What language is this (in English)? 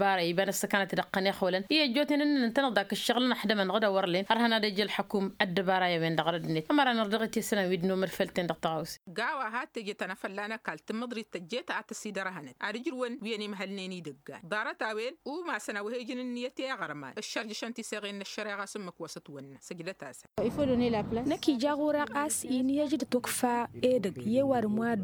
Tamasheq